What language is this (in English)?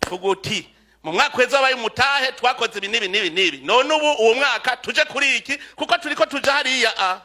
Rundi